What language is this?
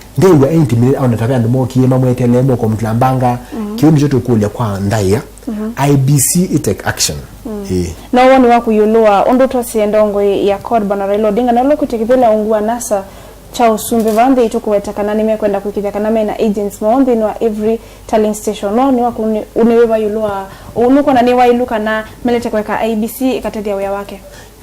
Kamba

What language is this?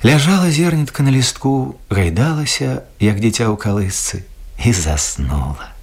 Belarusian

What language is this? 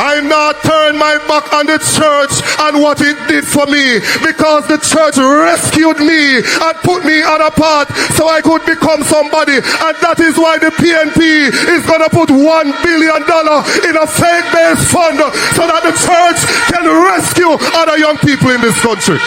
Jamaican Creole English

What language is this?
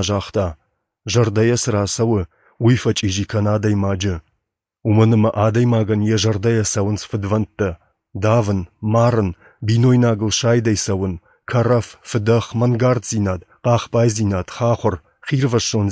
Ossetic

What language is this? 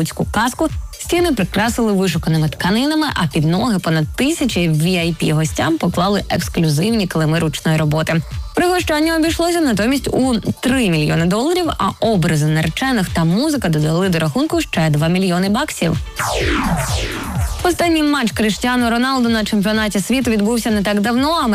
Ukrainian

